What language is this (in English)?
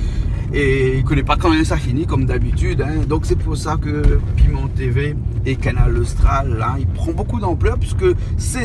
Réunion Creole French